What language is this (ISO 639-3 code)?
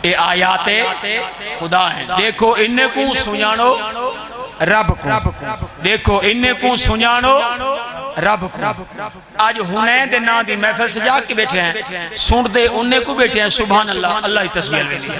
skr